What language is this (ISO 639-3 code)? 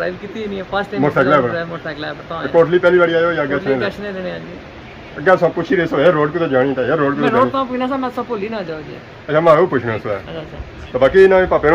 phr